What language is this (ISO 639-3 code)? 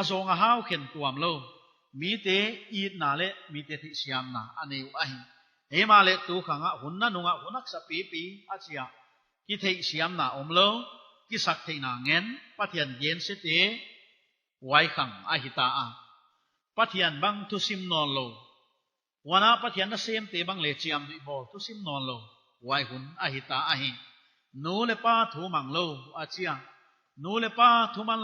pck